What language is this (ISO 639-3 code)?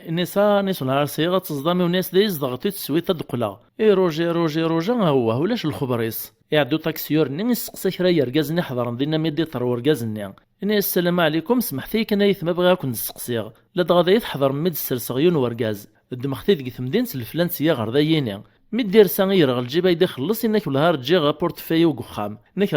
kab